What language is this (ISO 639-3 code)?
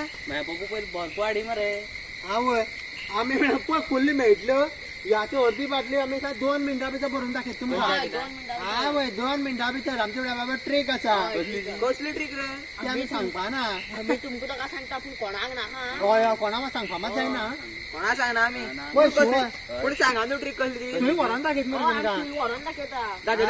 kok